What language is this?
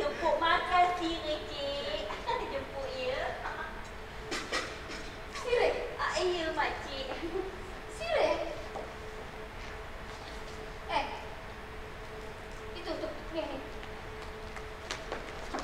Malay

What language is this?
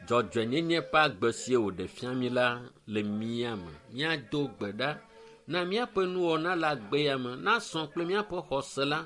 Ewe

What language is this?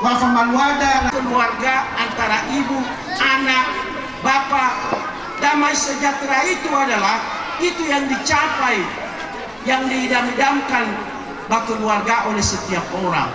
Nias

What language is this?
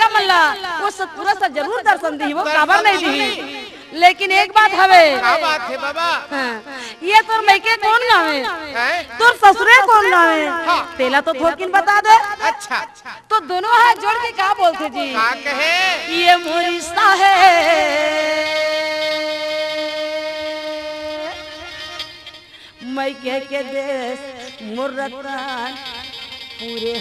Chhattisgarhi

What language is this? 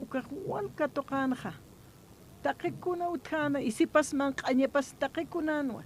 Aymara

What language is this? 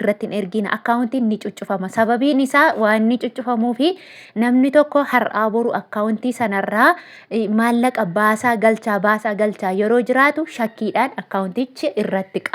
Oromo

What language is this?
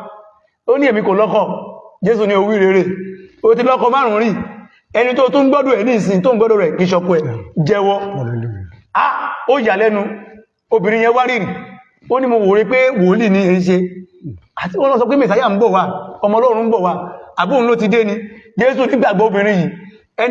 Yoruba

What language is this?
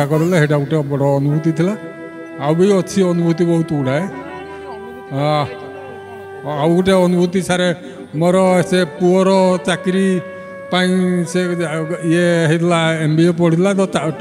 Odia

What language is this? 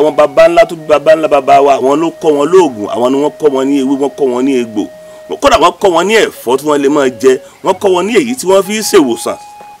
Yoruba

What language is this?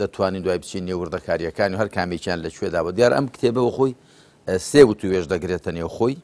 Central Kurdish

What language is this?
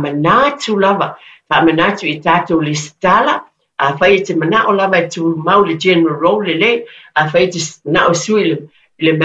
Samoan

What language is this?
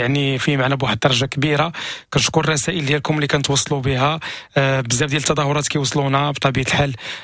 Moroccan Arabic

